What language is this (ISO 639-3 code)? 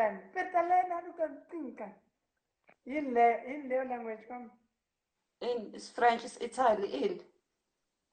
zul